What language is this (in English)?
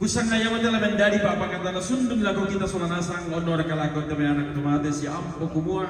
Toraja-Sa'dan